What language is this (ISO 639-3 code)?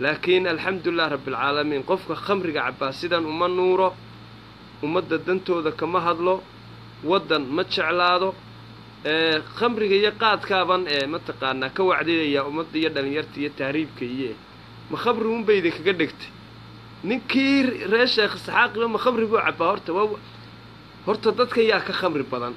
som